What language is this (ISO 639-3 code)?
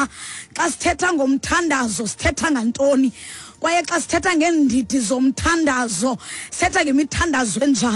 xho